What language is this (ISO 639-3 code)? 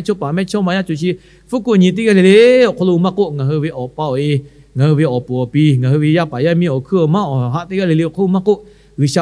lhu